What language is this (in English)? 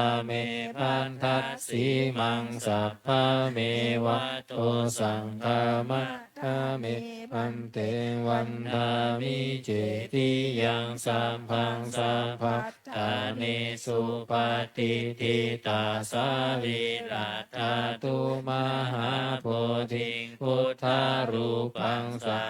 Pali